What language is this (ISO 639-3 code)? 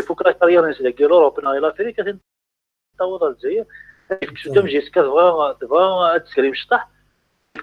kab